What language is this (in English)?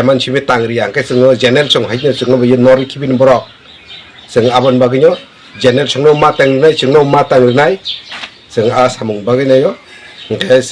Kok Borok